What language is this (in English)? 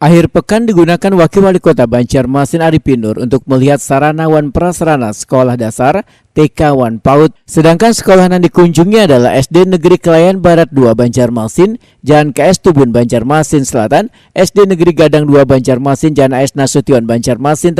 Banjar